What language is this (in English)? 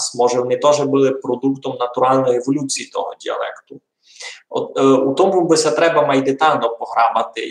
Rusyn